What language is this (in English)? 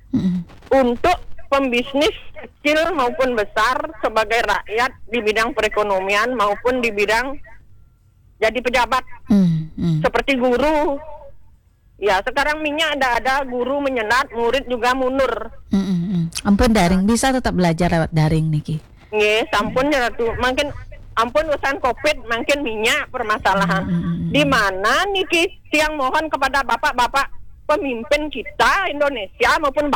Balinese